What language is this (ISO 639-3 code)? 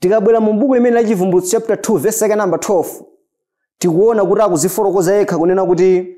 nya